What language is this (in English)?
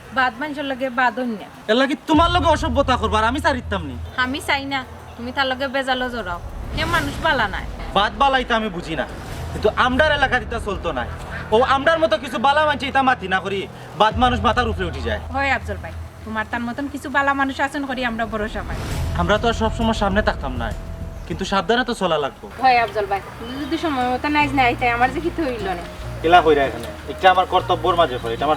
Sylheti